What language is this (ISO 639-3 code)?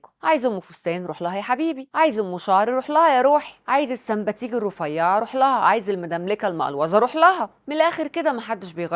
arz